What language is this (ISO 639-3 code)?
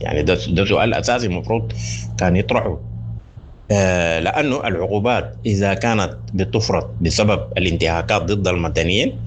apd